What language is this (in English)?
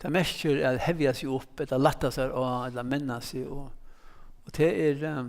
Faroese